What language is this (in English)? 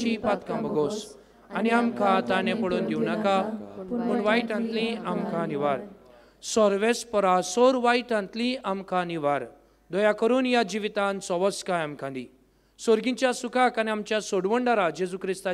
Konkani